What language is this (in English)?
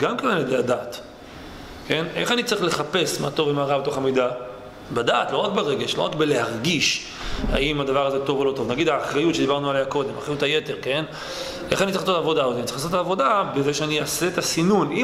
Hebrew